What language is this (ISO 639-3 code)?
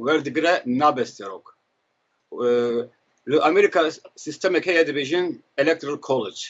kur